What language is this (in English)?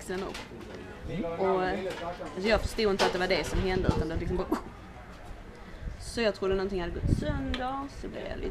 Swedish